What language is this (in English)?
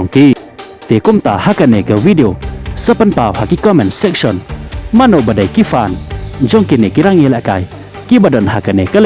Khasi